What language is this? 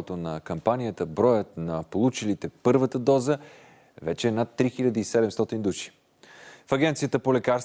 Bulgarian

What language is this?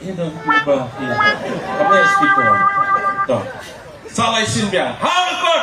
Khasi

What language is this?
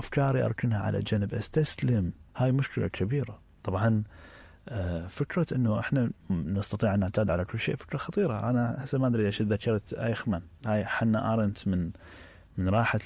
Mesopotamian Arabic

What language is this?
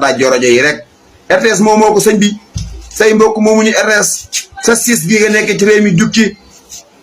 Wolof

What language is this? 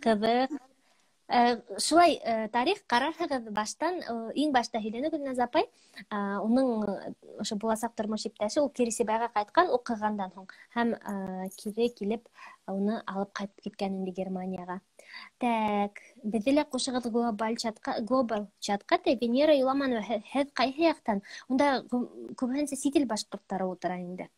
Bashkir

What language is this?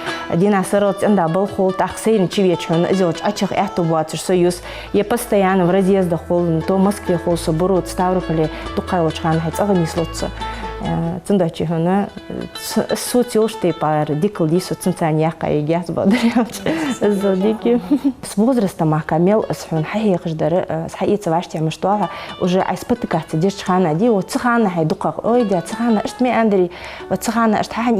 Ingush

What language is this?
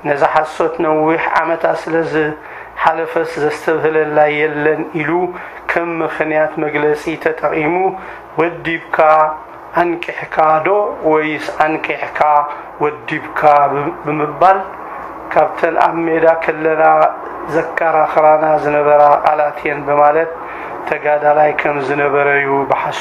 Tigrinya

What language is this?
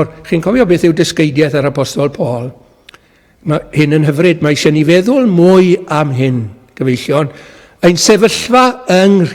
Welsh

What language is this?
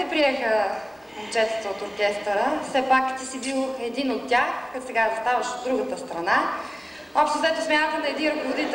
Bulgarian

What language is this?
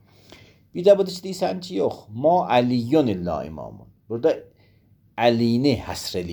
Azerbaijani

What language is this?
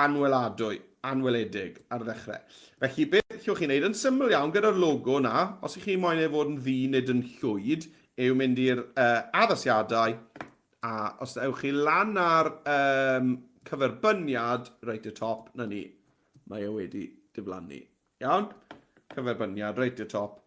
Welsh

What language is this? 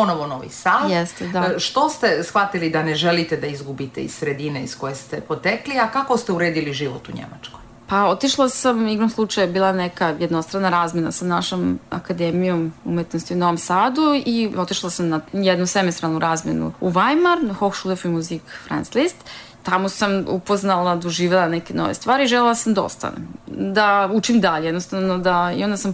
Serbian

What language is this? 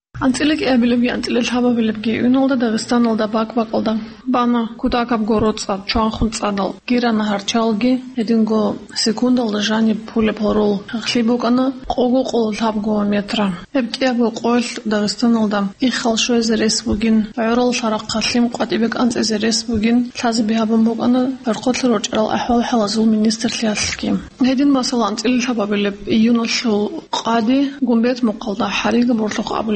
Avaric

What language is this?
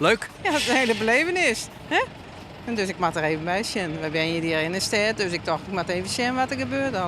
Western Frisian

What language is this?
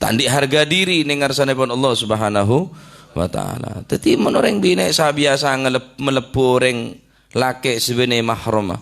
Madurese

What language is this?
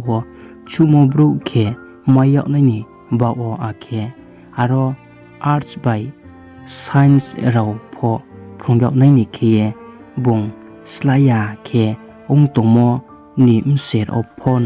Riang (India)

